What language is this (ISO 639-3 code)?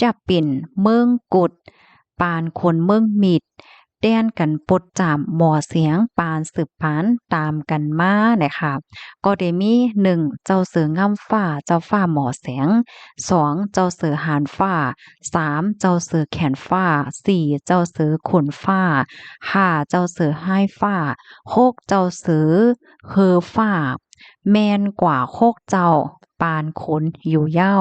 shn